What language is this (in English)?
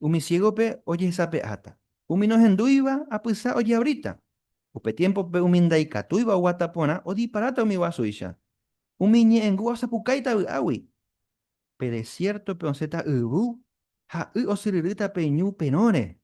Guarani